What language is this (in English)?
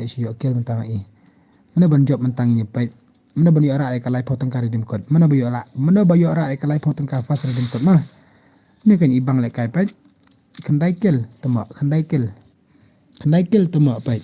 Khasi